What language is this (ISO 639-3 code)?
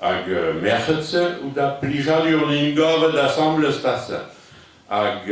bre